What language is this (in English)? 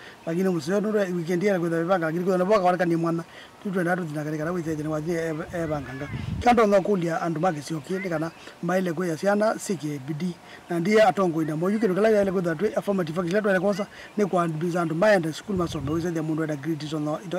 Kamba